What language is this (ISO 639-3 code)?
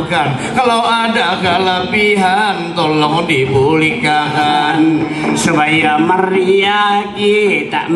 bjn